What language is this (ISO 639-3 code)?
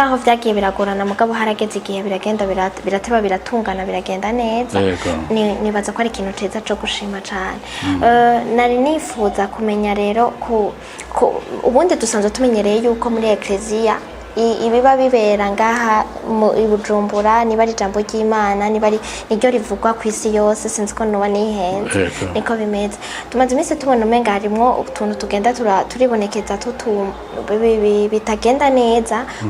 run